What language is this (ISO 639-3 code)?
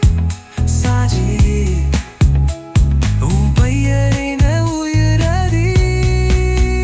tam